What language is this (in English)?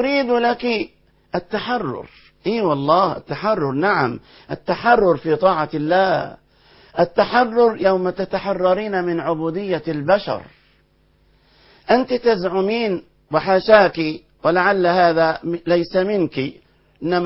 Arabic